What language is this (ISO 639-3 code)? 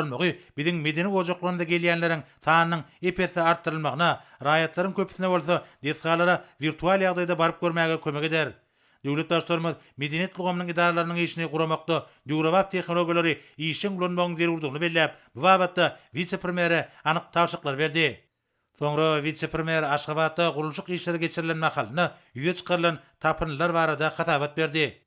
tuk